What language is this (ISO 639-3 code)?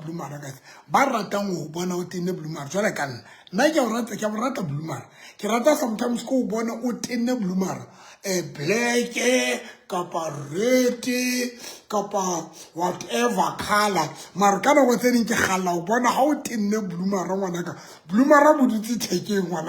sot